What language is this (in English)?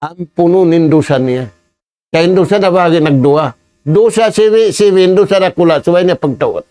Tausug